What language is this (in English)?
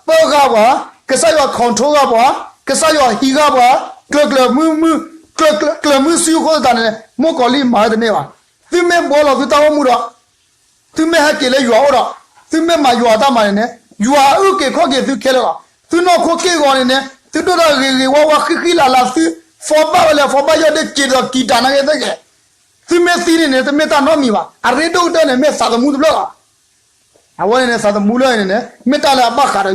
S'gaw Karen